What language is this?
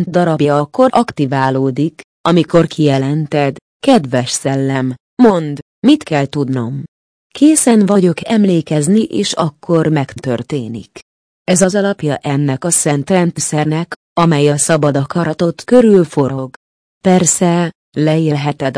Hungarian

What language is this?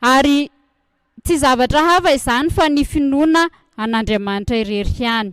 Malagasy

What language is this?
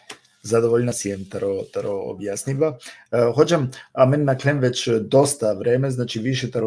Balkan Romani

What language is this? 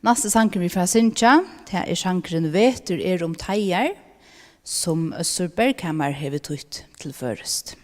Faroese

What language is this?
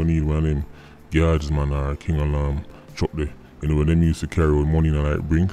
Jamaican Creole English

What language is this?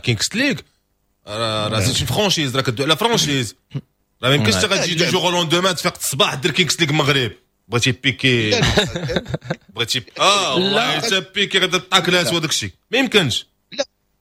Moroccan Arabic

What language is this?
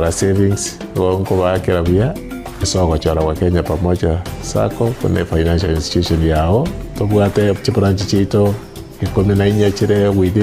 Gusii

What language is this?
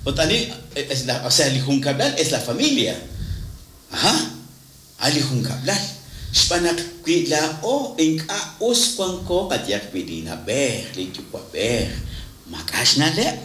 Kekchí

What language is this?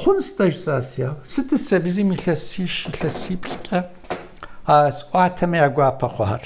Kabardian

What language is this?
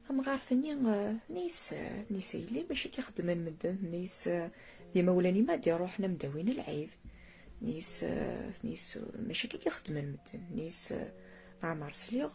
Kabyle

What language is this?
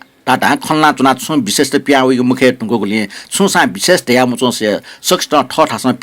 Newari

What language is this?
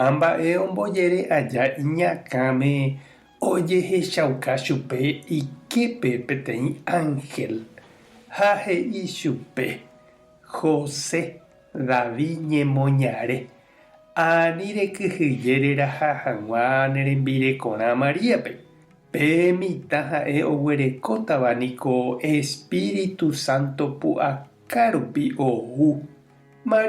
Guarani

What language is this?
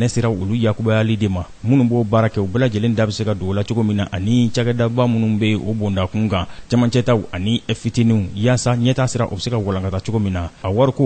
Bambara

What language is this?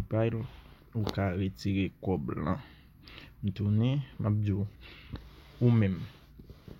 Haitian Creole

